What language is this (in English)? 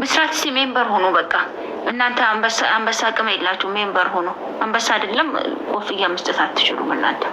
Amharic